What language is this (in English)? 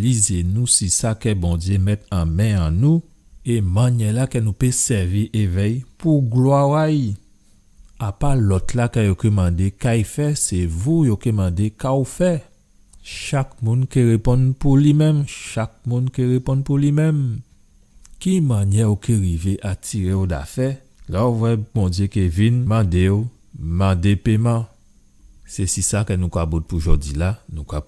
Guadeloupean Creole French